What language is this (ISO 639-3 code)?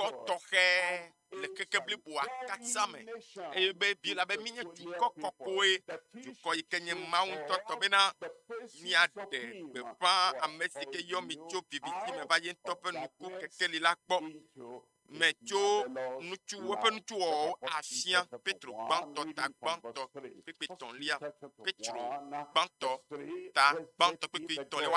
ewe